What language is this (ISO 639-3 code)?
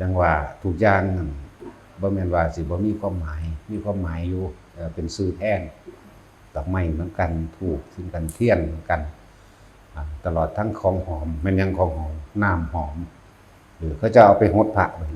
tts